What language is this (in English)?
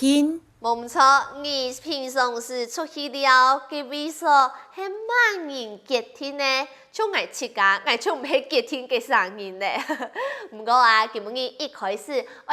Hakka Chinese